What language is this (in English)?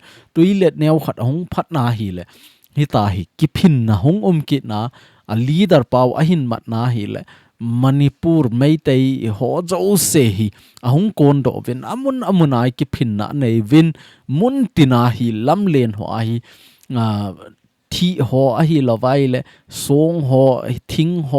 Thado Chin